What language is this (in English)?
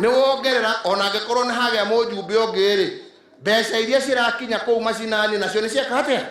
Kikuyu